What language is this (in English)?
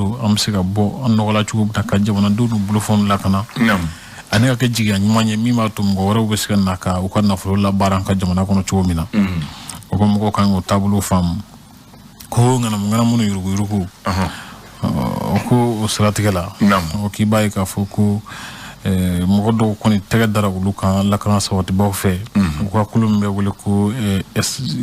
Bambara